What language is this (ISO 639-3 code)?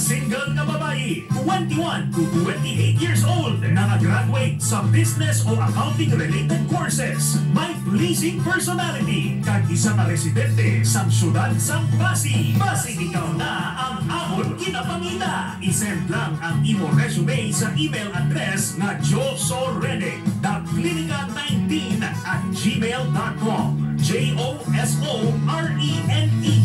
hil